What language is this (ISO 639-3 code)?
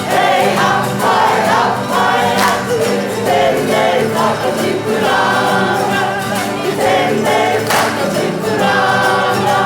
mri